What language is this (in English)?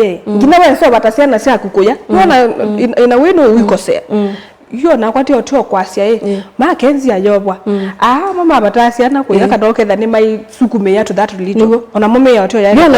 Kamba